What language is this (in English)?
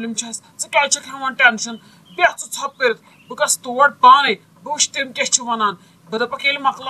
Kashmiri